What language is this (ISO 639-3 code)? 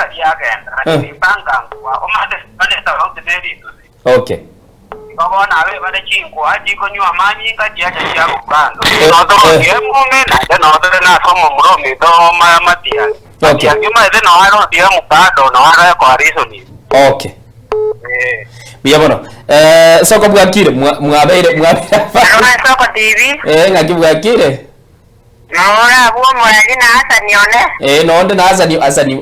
guz